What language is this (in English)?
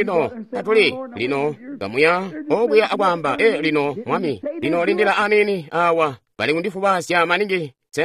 Tonga (Zambia)